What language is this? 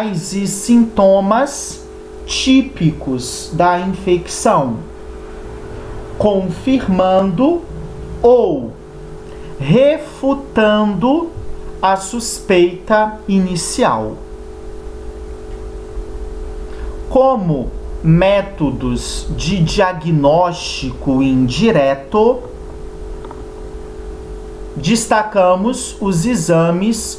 Portuguese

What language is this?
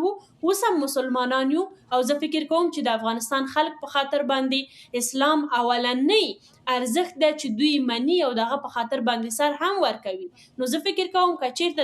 Pashto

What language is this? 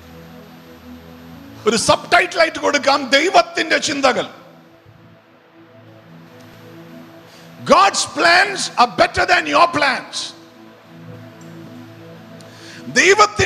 Malayalam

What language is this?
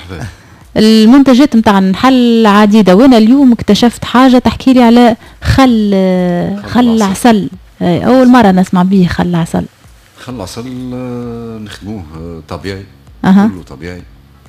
Tunisian Arabic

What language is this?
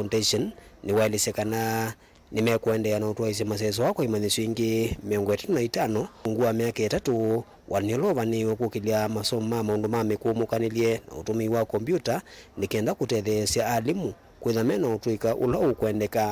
Kamba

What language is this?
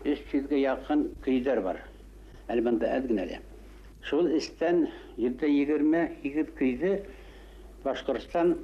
Bashkir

